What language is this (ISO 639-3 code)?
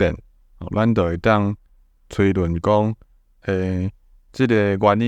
nan